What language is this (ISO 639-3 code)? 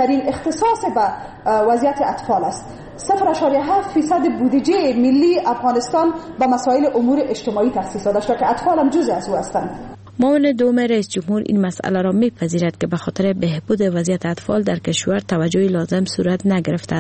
fas